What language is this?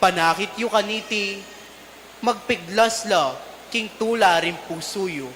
Pampanga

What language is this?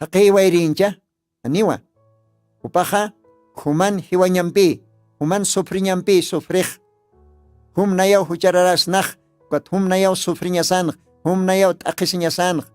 Aymara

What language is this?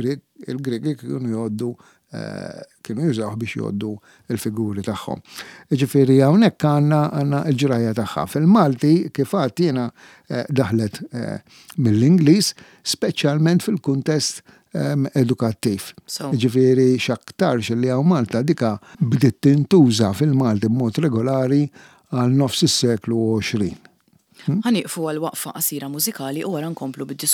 Maltese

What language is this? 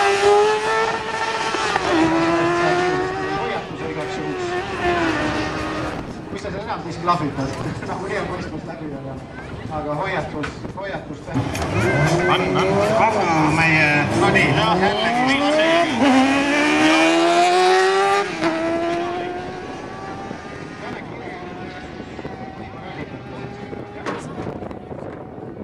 Estonian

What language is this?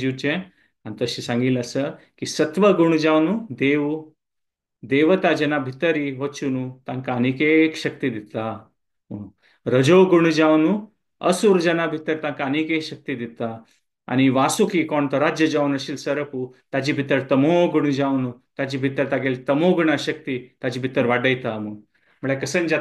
Konkani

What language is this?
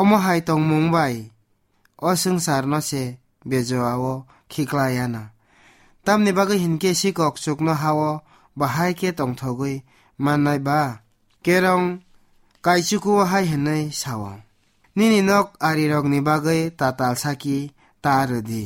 Kok Borok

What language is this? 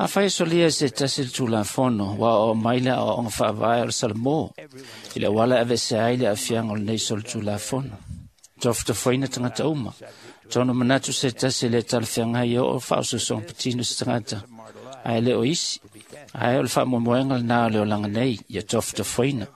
Samoan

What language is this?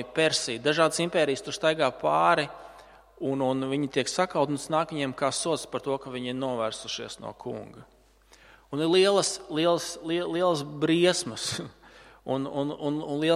Latvian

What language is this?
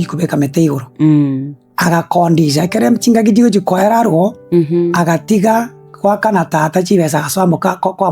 Gusii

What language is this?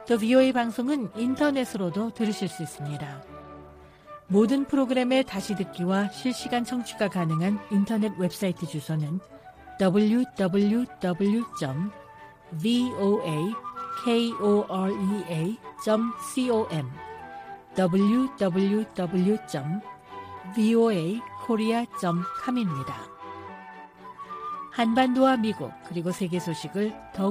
Korean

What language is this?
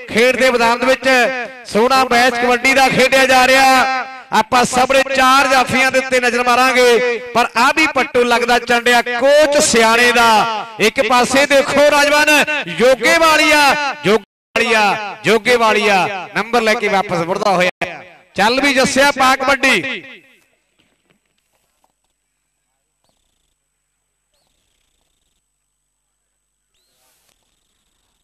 Punjabi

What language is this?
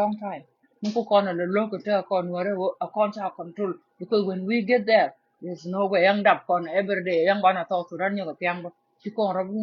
Nuer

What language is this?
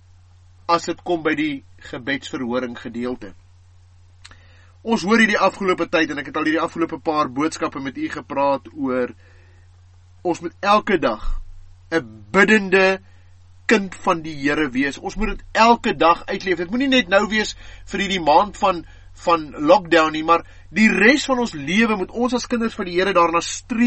Afrikaans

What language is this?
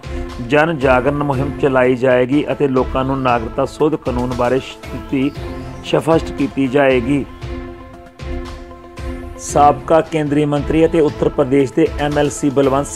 Punjabi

